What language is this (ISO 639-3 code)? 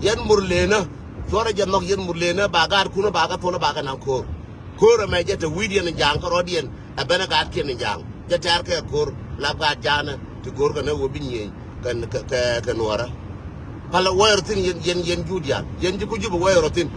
nus